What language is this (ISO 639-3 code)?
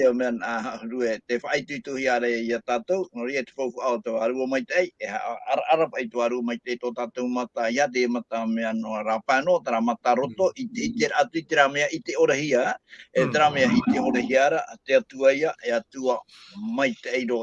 tah